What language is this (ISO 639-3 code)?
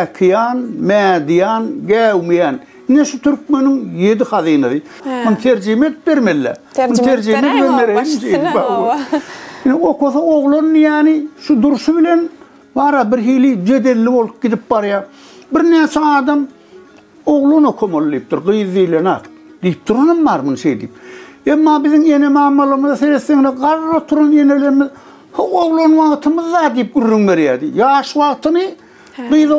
tuk